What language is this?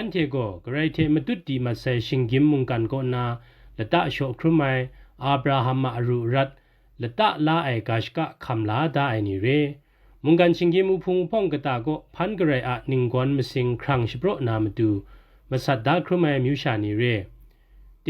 Kachin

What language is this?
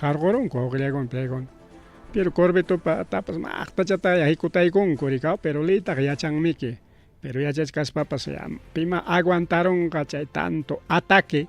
Ayacucho Quechua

